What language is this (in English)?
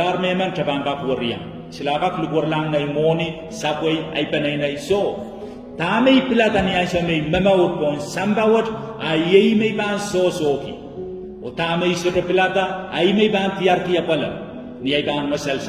Pohnpeian